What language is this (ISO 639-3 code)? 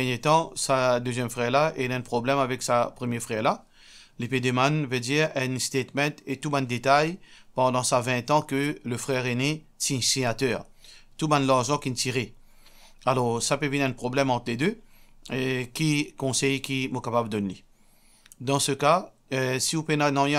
mfe